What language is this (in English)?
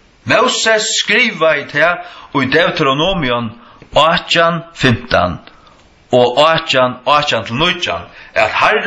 Faroese